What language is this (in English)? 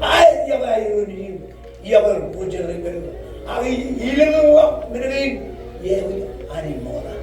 Marshallese